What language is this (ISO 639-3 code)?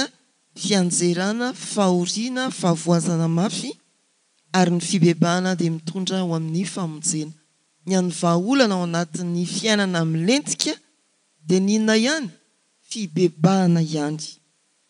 mlg